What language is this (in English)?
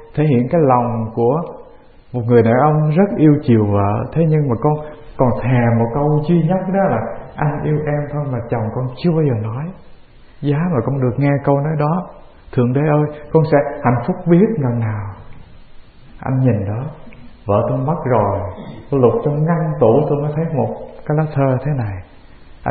Vietnamese